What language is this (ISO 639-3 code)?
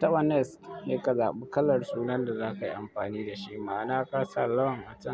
hau